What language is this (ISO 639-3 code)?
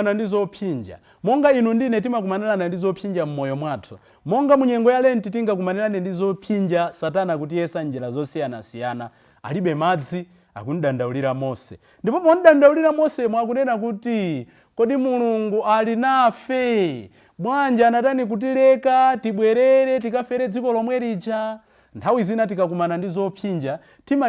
nya